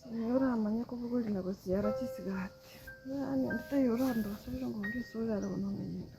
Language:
Gusii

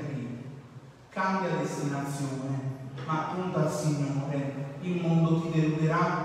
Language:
Italian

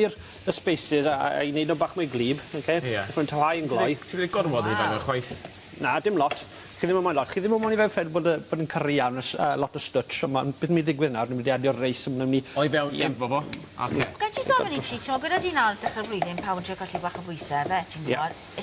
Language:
Welsh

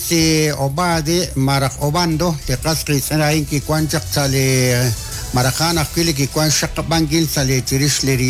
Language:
Kekchí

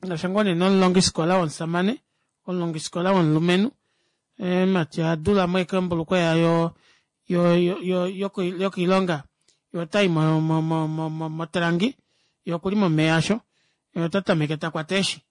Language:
Kuanyama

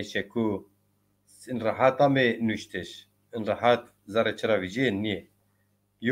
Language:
Zaza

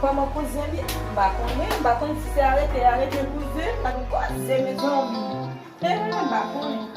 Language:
Haitian Creole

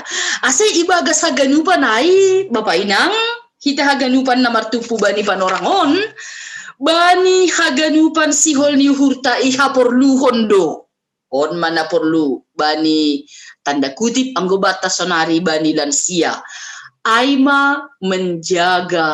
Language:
Batak Simalungun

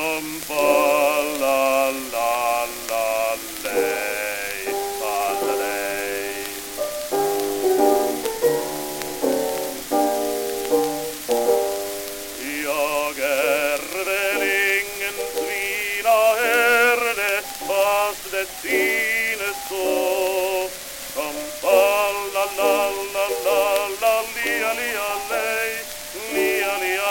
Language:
Swedish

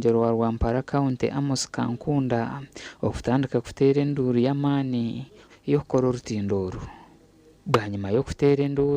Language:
Nyankole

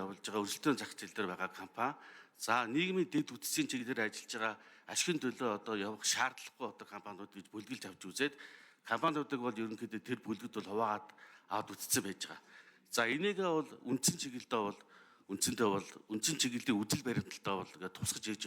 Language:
Mongolian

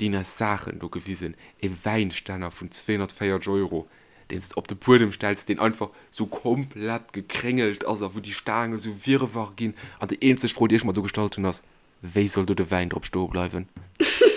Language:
Luxembourgish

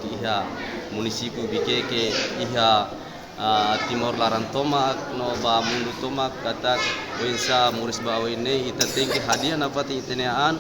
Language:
Tetum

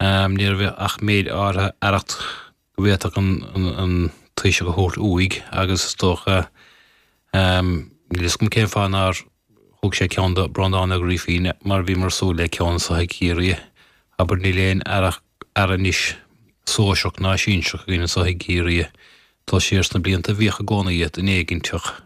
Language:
Irish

